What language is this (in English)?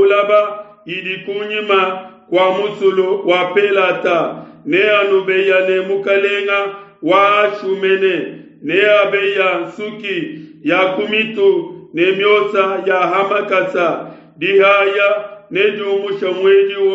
Luba-Lulua